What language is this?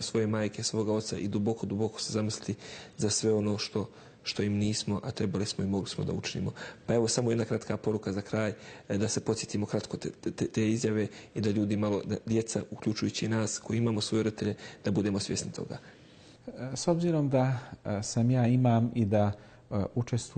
Bosnian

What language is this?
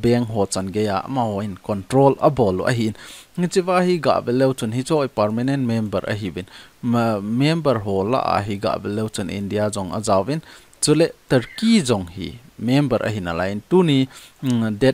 Thado Chin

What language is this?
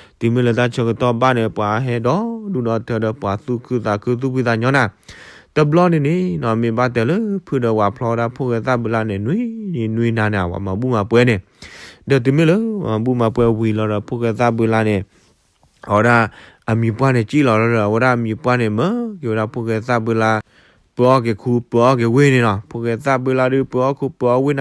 S'gaw Karen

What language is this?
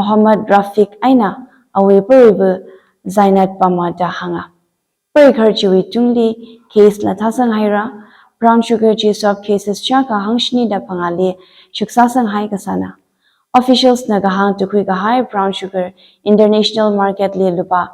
Tangkhul Naga (India)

